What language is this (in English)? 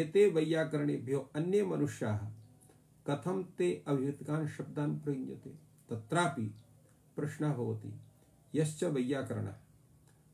Sanskrit